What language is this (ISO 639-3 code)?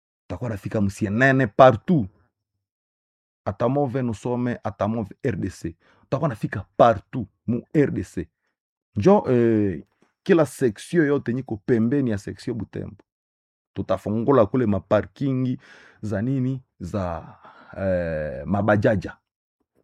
swa